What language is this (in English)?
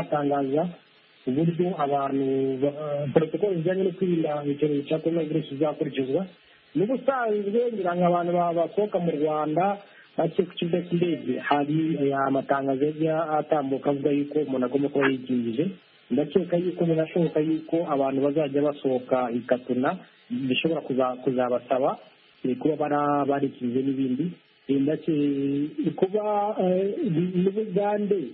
Kinyarwanda